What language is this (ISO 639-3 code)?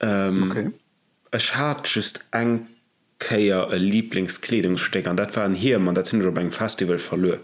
ltz